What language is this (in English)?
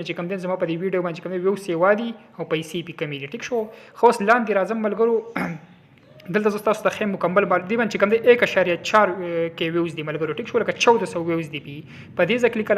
Pashto